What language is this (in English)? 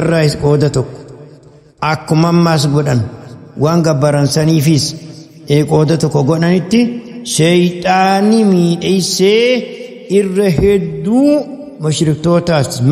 Oromo